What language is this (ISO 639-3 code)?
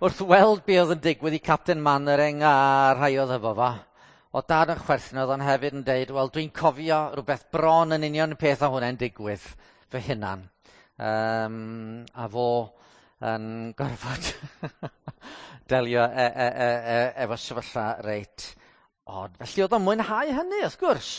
cym